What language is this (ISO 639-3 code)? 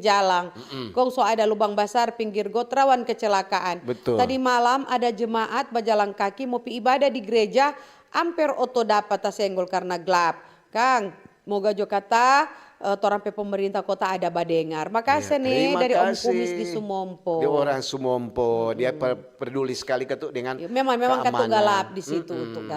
xmm